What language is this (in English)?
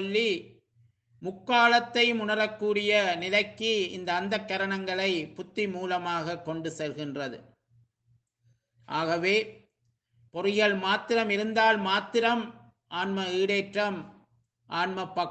Tamil